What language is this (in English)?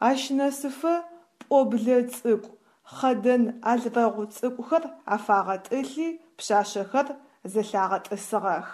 Adyghe